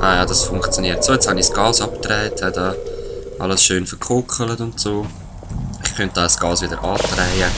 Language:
Swiss German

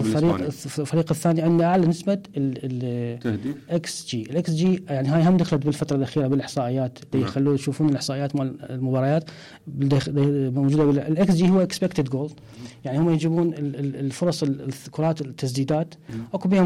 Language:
Mesopotamian Arabic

